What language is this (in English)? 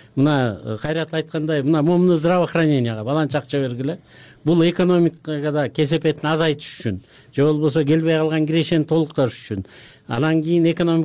Kyrgyz